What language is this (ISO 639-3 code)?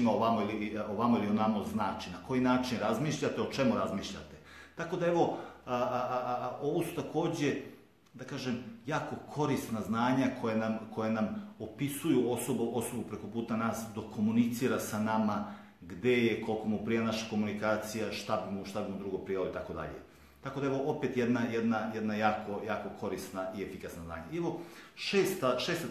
srp